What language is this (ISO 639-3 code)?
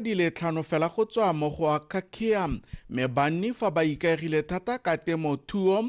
tsn